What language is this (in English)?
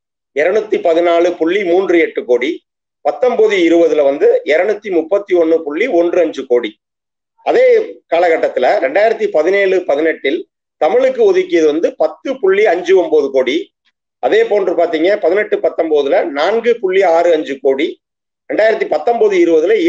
Tamil